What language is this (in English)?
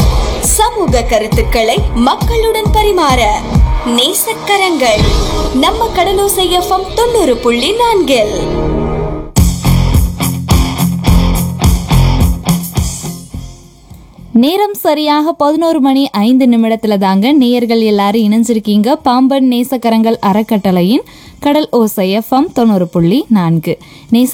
Tamil